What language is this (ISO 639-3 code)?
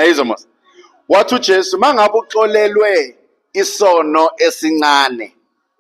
zul